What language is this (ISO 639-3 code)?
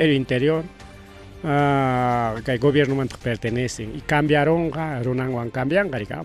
quy